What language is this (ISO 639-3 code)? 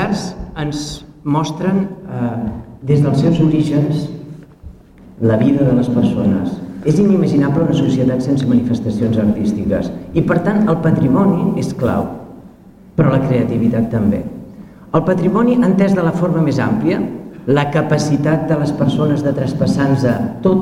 cat